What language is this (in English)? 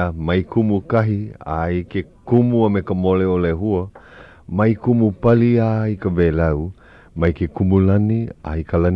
Hawaiian